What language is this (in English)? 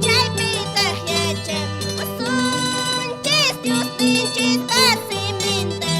Quechua